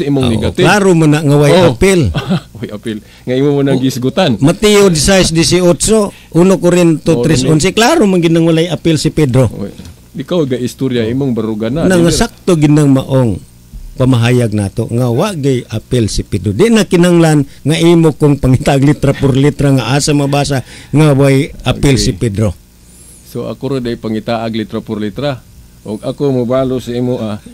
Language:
Cebuano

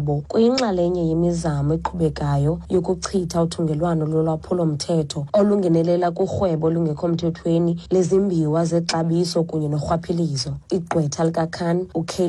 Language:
Xhosa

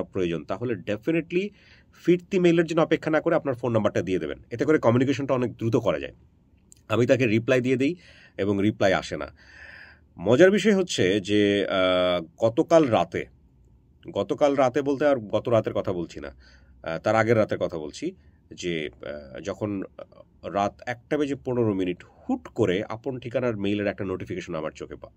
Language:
Bangla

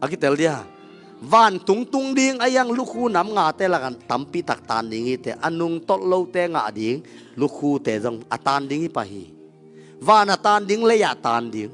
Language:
Tedim Chin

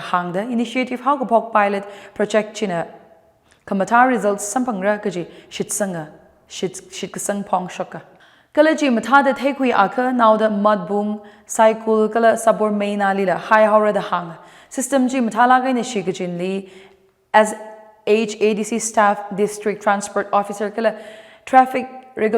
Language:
Tangkhul Naga (India)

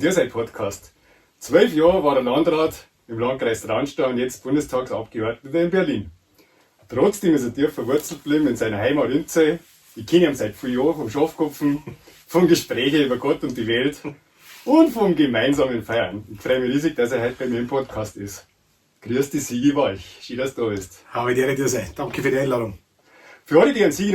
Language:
Bavarian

